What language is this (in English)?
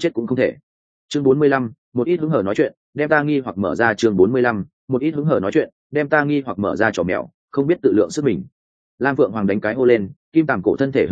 Vietnamese